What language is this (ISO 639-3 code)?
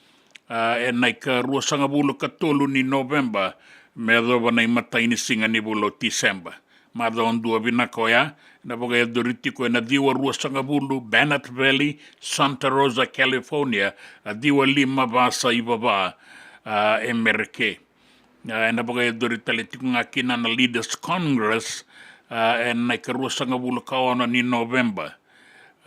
fij